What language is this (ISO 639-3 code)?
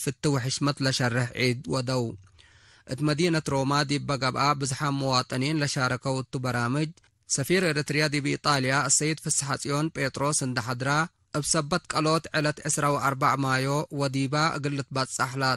tig